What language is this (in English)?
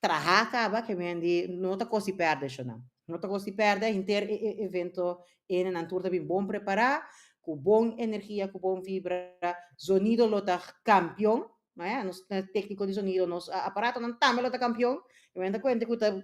Papiamento